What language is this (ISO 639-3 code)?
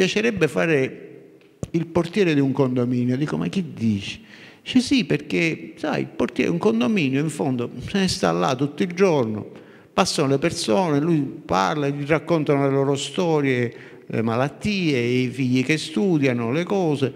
ita